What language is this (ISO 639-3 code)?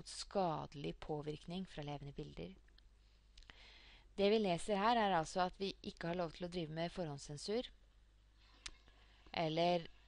nor